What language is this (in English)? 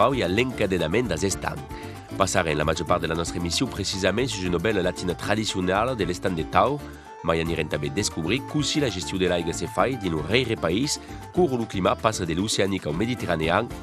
Occitan